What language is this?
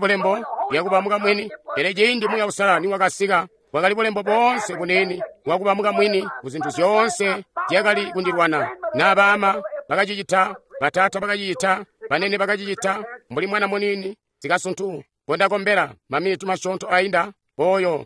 Tonga (Zambia)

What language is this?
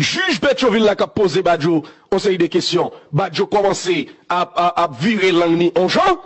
Haitian Creole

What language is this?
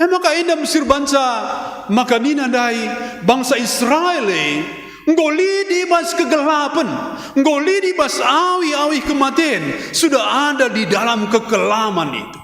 Batak Karo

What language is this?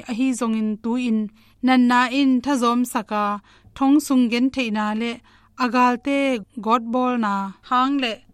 Tedim Chin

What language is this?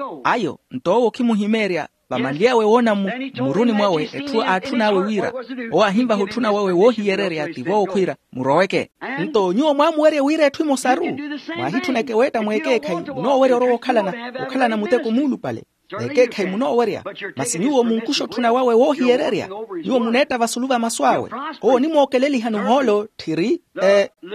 Makhuwa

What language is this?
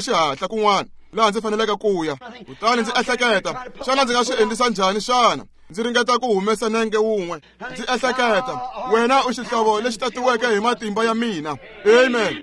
Tsonga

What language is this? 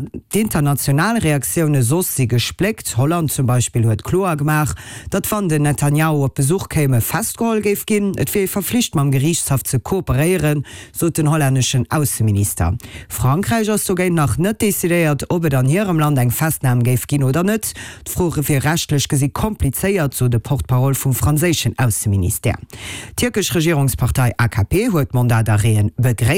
Luxembourgish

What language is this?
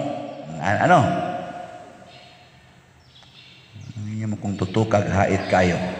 Cebuano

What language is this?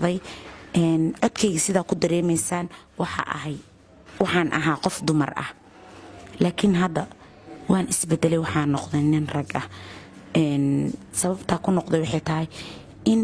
Somali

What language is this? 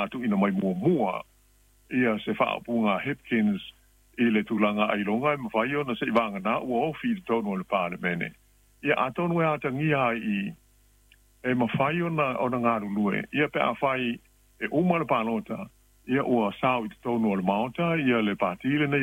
Samoan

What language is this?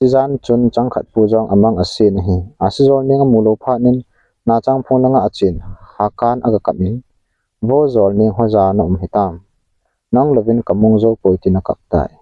Thado Chin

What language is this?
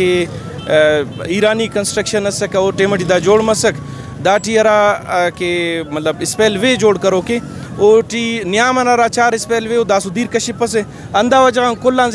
Brahui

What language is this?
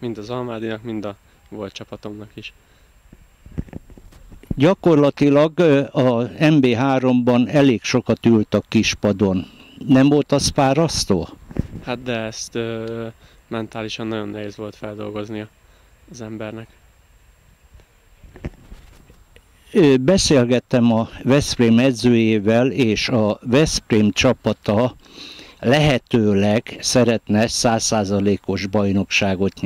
Hungarian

